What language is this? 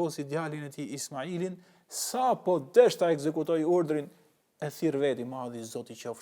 Albanian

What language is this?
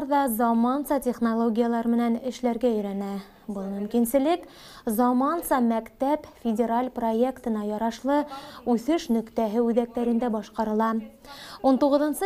Bashkir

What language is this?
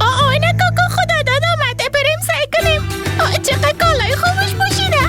Persian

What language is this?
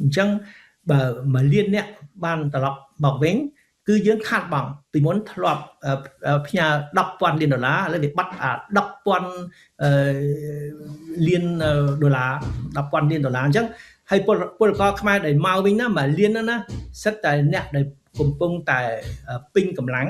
Khmer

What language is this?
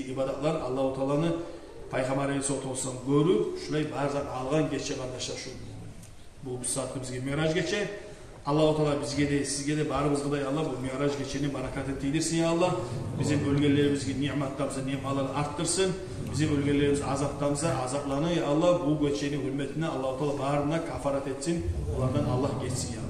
Kumyk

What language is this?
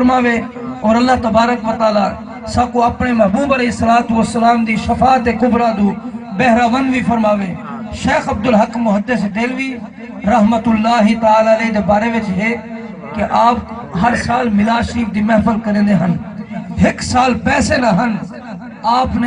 Saraiki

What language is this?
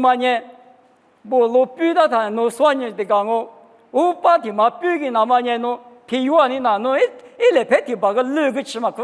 Lisu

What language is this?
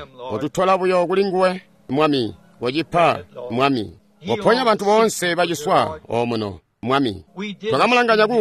Tonga (Zambia)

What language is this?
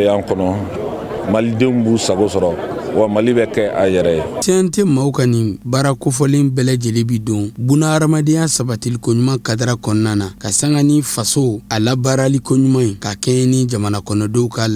Bambara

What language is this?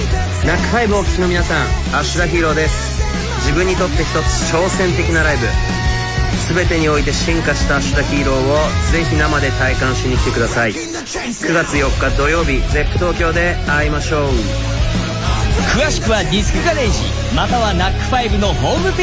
Japanese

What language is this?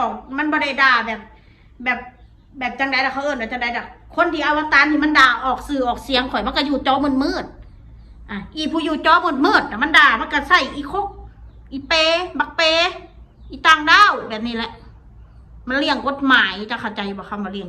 Northeastern Thai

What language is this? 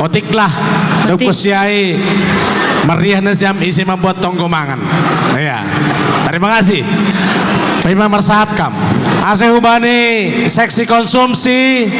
Batak Simalungun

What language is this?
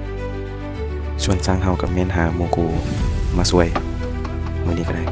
Lao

